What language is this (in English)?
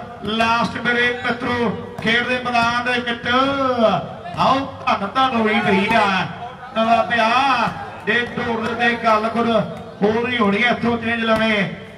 Punjabi